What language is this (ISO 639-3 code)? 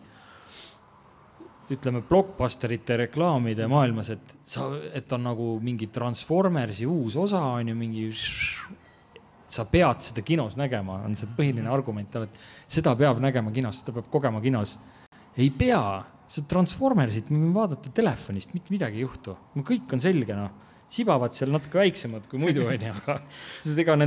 est